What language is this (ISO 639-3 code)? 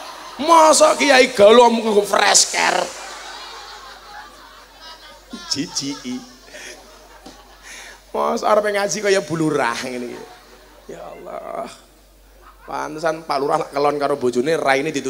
jav